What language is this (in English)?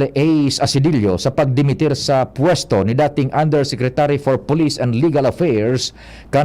Bikol